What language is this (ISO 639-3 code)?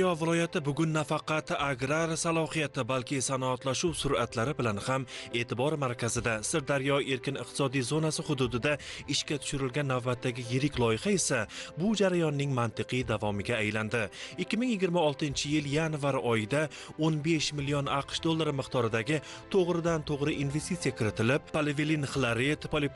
uzb